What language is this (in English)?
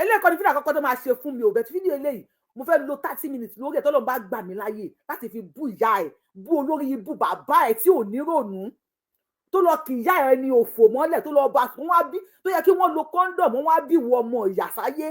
Yoruba